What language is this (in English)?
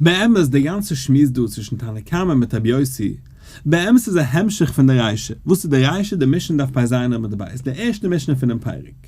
Yiddish